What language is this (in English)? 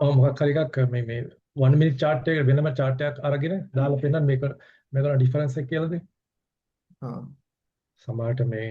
Sinhala